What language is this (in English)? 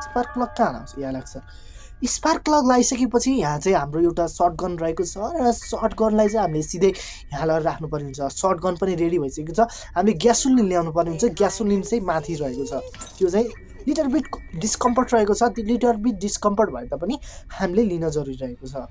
Nepali